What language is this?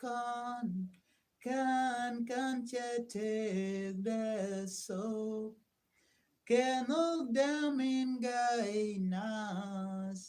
Nuer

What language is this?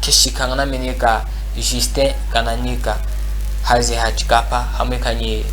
Chokwe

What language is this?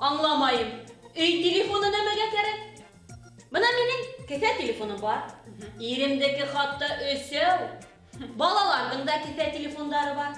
Bashkir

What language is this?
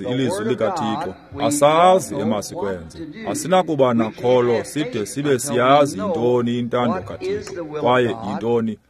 Xhosa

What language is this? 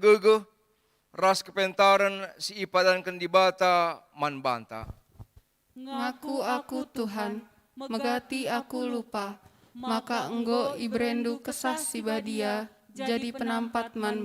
Batak Karo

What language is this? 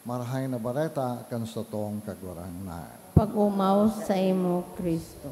Bikol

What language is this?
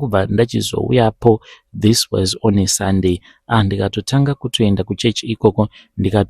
Shona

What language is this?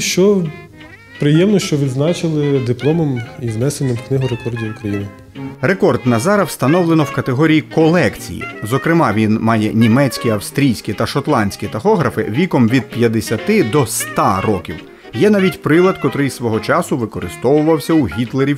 Ukrainian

